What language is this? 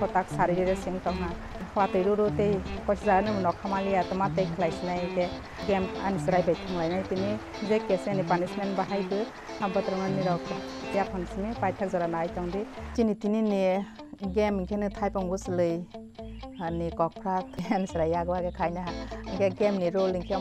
Kok Borok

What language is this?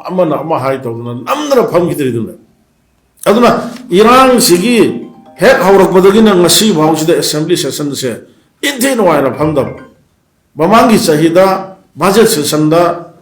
Manipuri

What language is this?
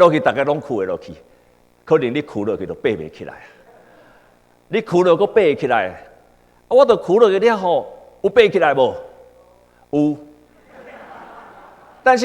Min Nan Chinese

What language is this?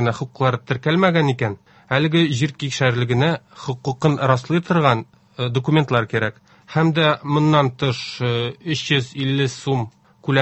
Tatar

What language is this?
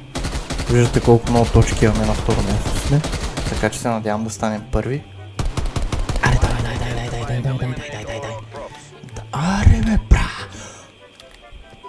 Bulgarian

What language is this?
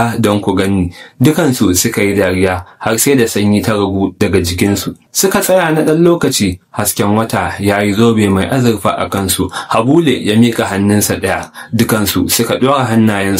Hausa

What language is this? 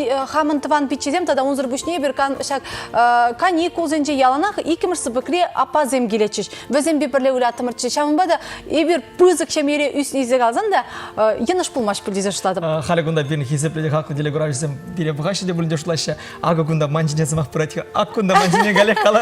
Chuvash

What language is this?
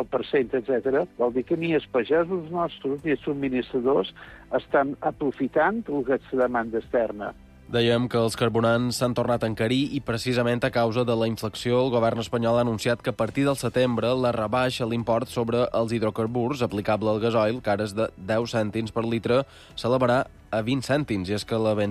Catalan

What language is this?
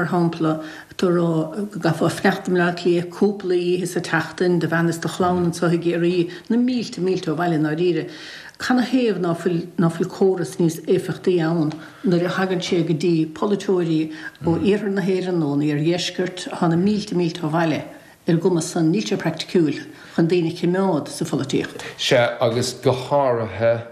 Irish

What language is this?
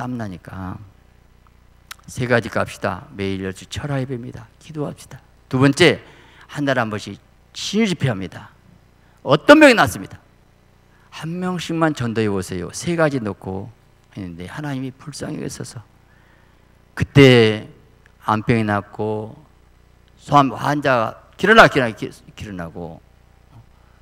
Korean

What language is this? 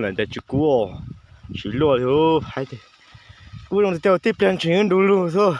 Hmong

